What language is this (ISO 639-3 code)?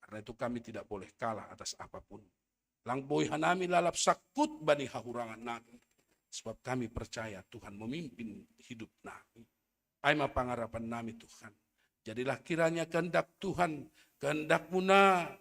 bts